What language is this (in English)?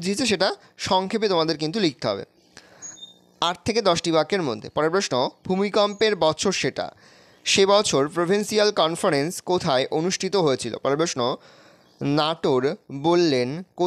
Bangla